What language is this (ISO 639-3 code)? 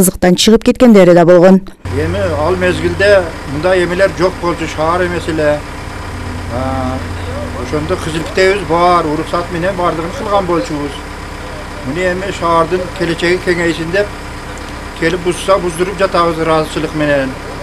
kir